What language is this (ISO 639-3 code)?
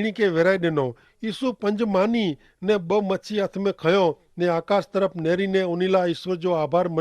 kfr